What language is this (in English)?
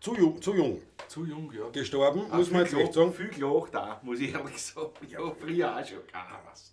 Bavarian